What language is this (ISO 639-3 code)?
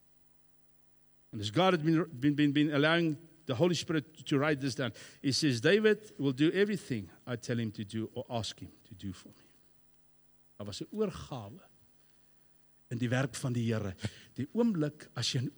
afr